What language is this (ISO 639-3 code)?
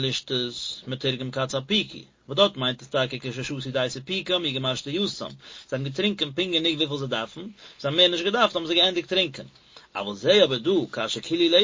yid